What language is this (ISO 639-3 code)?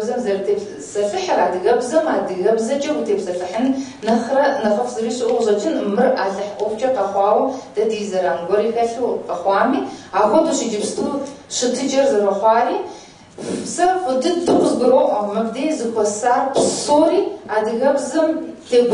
kbd